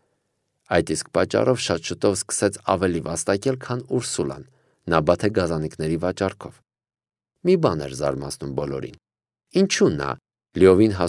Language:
Armenian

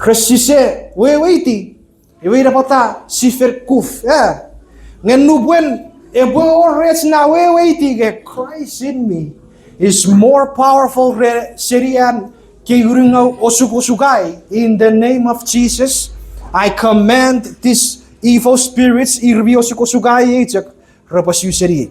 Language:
Chuukese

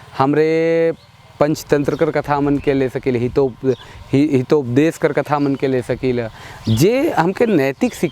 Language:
Sadri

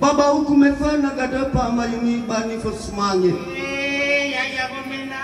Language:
Nias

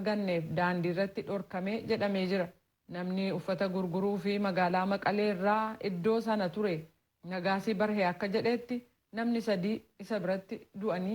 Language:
Oromo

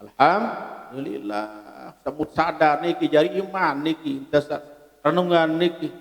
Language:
Sasak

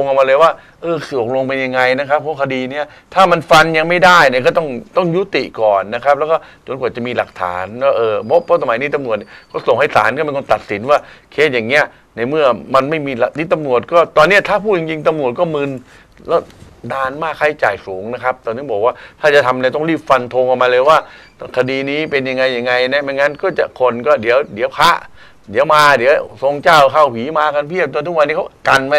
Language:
Thai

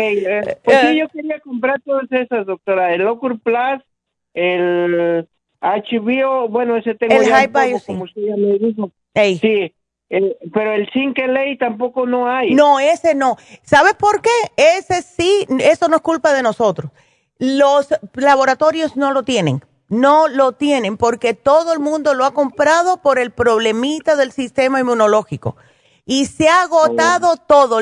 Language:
Spanish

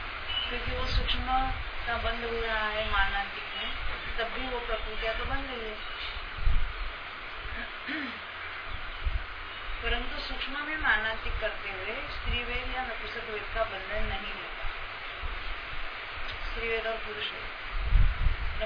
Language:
Hindi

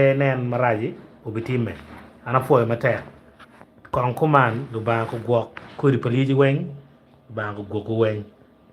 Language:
Acoli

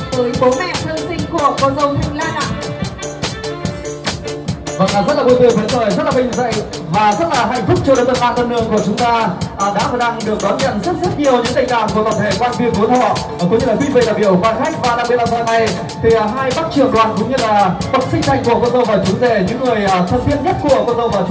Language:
Vietnamese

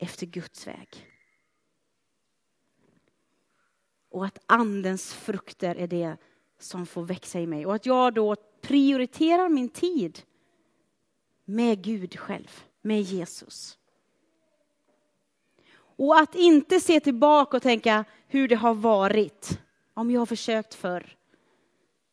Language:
Swedish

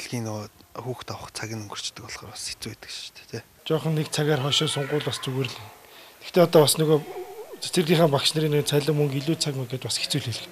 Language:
Mongolian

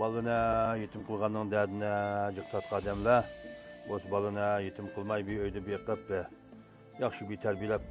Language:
Uyghur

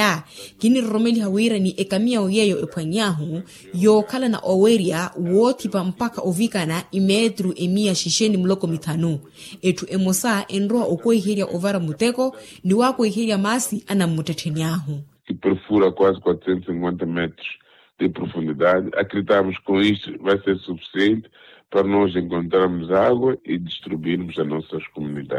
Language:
Makhuwa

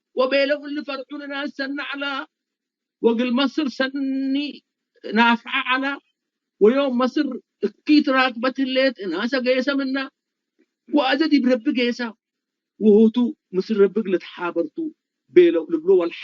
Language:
Tigre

